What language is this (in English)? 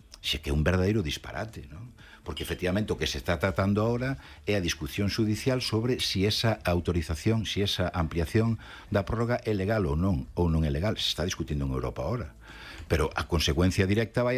Galician